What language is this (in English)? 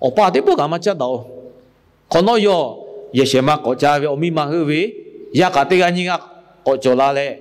Lahu